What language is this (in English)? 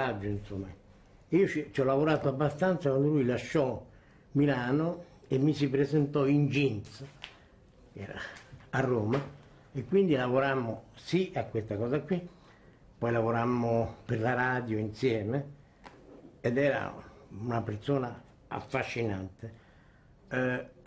Italian